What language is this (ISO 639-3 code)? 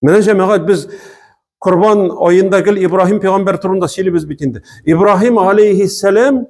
tat